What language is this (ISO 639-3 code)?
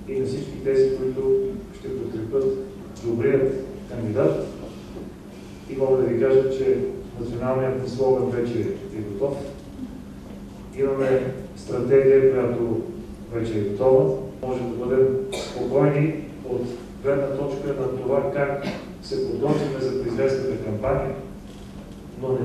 bul